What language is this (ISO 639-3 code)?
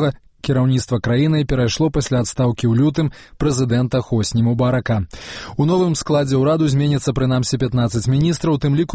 bel